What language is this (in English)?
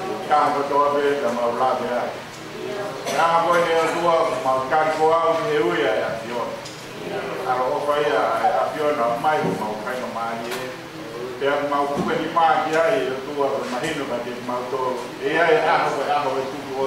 Tongan